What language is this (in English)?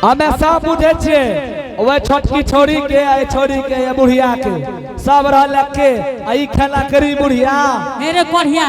Angika